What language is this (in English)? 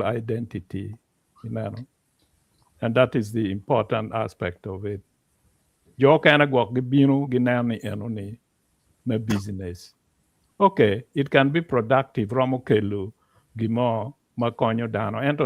Acoli